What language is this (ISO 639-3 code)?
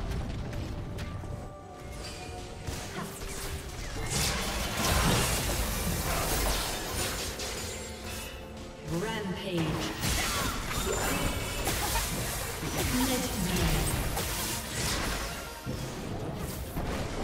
eng